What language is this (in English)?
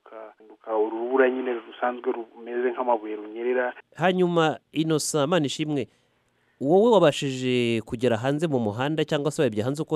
Kinyarwanda